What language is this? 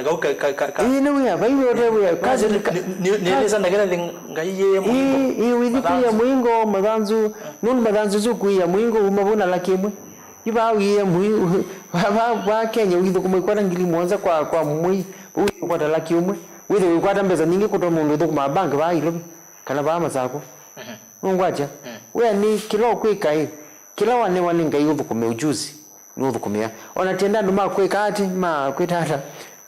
Kamba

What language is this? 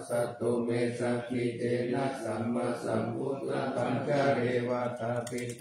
Pali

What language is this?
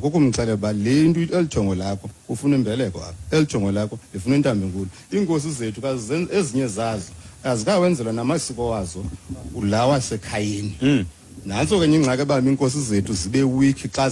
Xhosa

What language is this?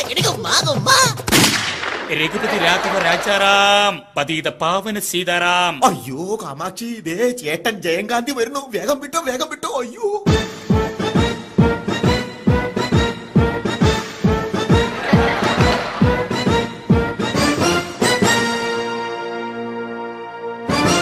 Malayalam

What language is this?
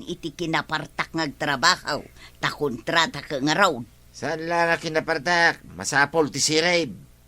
Iloko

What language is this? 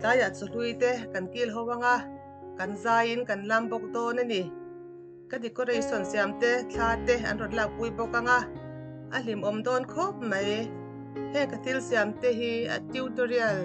Mizo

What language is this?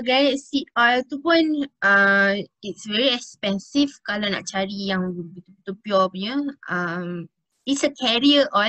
Malay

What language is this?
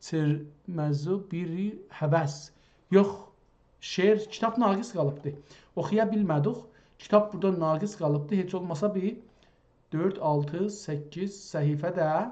South Azerbaijani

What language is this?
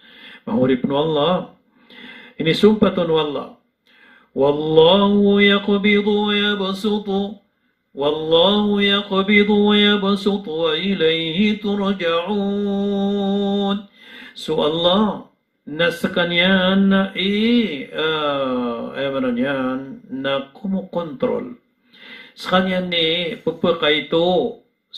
Maranao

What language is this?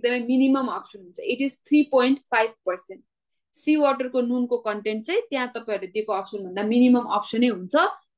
Nepali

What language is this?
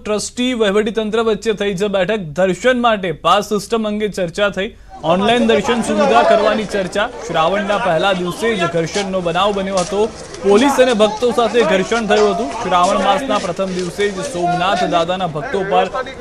Gujarati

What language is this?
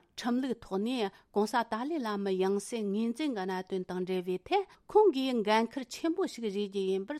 Tibetan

